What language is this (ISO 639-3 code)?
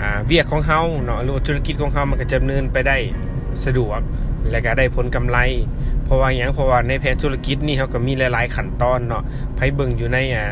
lao